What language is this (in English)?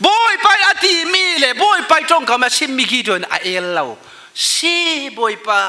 Falam Chin